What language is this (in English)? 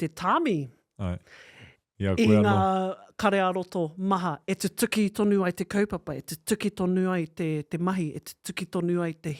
Māori